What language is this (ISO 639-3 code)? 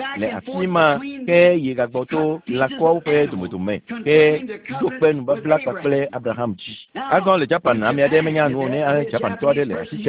ewe